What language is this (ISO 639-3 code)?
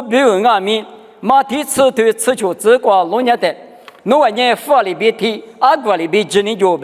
lis